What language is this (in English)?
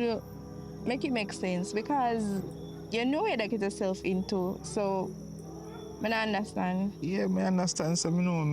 Jamaican Creole English